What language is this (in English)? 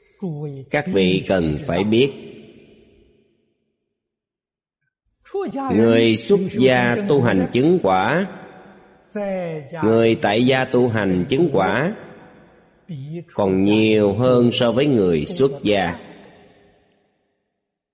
Vietnamese